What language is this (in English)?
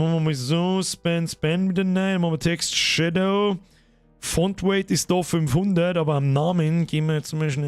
Bavarian